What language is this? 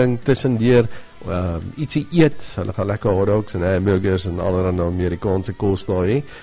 Afrikaans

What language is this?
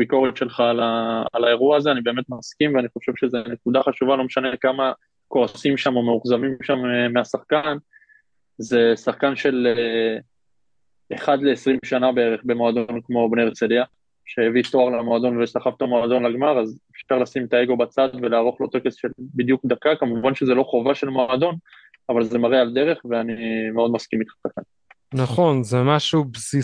Hebrew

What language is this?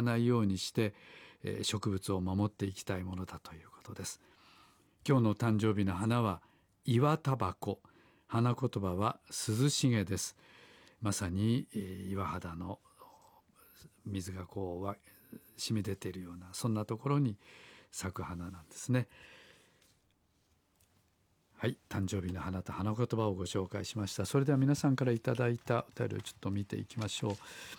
Japanese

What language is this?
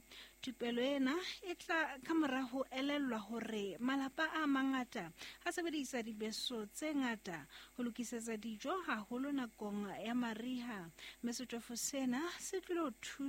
Southern Sotho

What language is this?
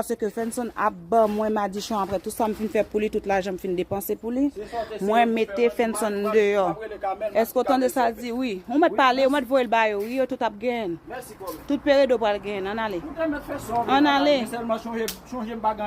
Haitian Creole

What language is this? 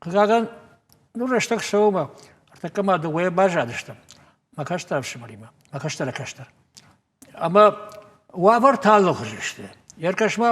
Ossetic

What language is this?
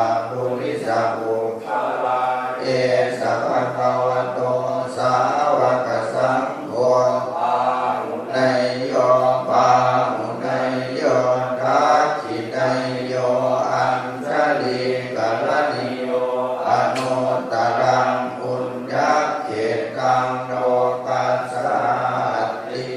Pali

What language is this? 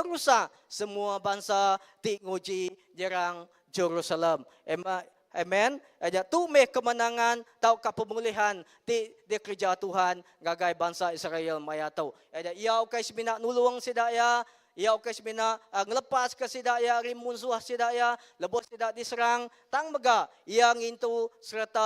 Iban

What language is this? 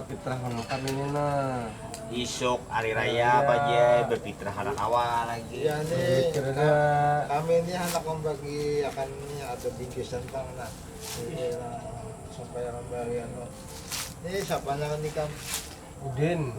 Banjar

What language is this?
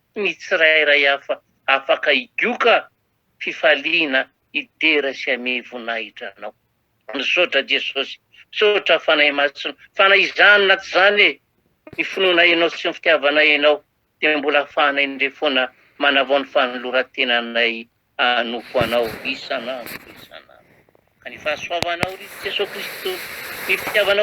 Malagasy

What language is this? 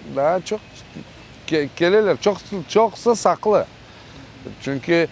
Crimean Tatar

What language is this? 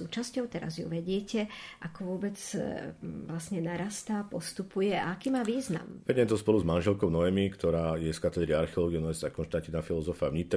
Slovak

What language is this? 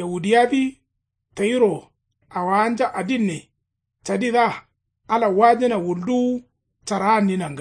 Kanuri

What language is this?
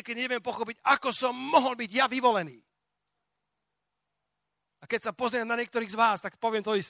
Slovak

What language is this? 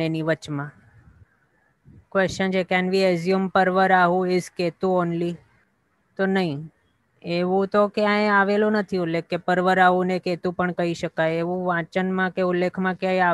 Gujarati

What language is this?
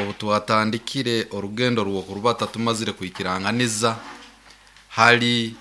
Nyoro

